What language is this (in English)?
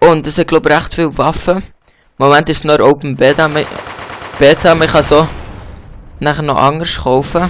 Swiss German